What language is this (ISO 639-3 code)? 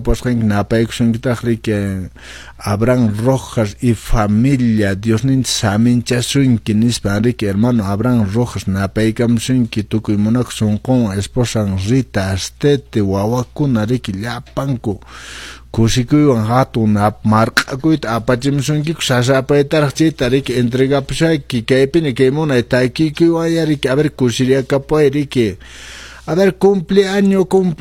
que